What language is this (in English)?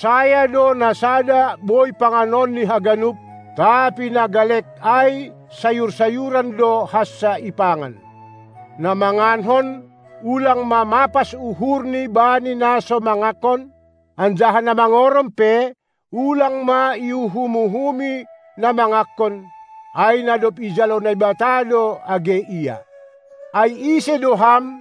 Batak Simalungun